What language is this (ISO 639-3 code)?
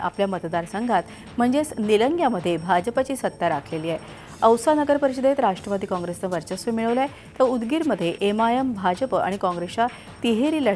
mar